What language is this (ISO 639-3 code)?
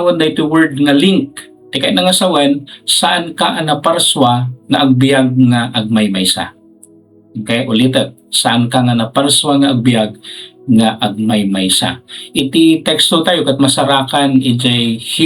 ilo